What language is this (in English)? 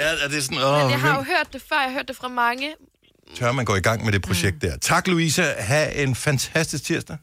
Danish